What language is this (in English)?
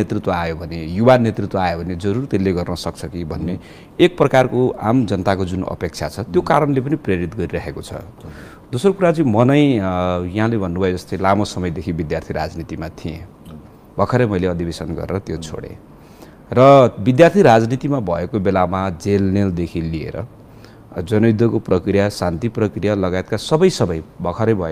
Nepali